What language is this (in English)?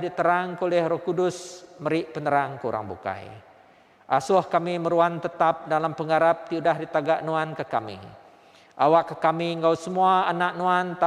Iban